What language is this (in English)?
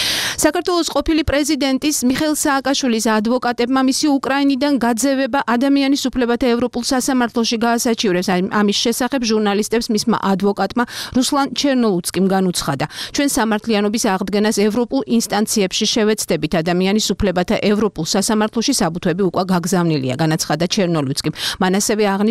Georgian